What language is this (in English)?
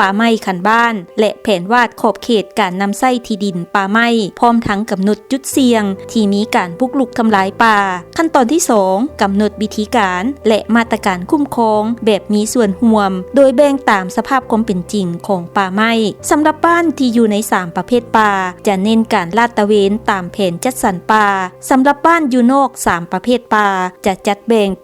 Lao